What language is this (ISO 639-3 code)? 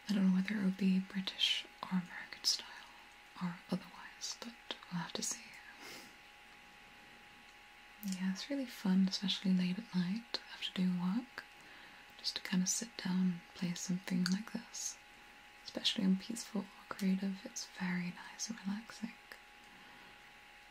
eng